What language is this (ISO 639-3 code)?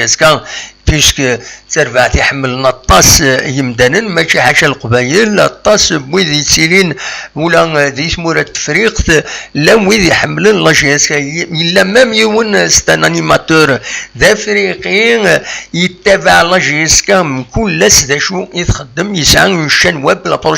kab